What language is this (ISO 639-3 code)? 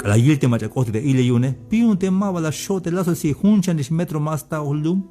tzh